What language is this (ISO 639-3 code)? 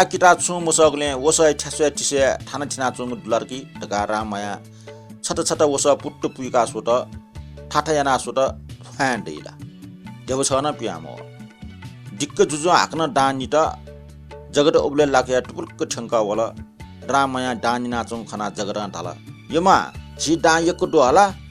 new